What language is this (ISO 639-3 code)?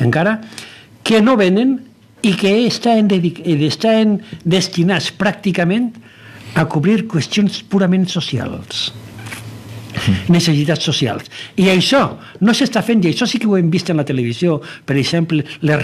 cat